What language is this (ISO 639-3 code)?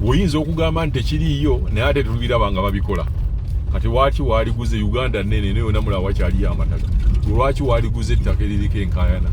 lug